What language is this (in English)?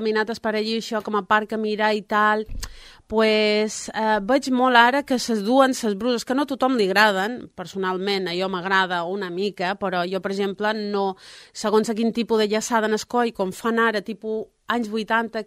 Catalan